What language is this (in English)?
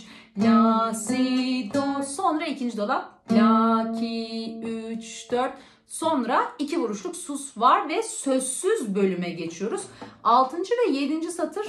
Turkish